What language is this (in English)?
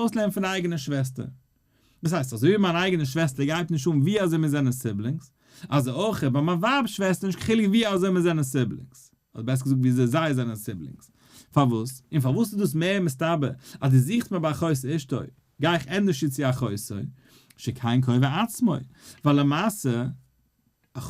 Yiddish